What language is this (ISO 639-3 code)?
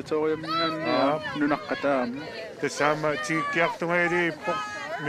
kal